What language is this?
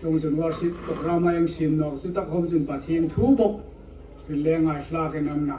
Hmar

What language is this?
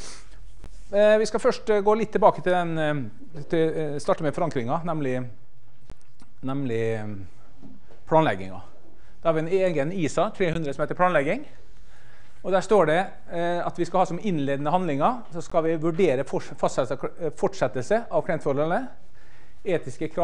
Norwegian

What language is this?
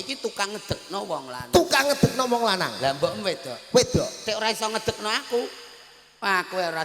Javanese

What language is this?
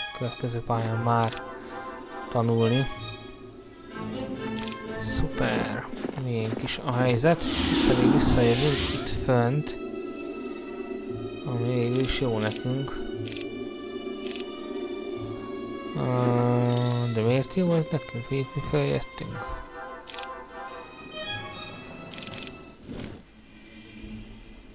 Hungarian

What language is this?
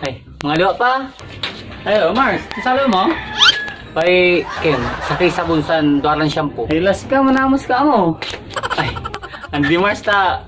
Pangasinan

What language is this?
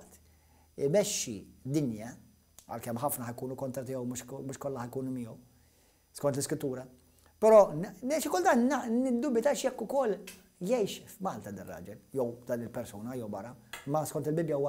Maltese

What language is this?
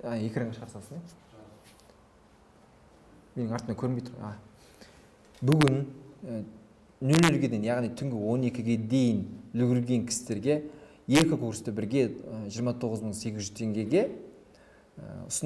Kazakh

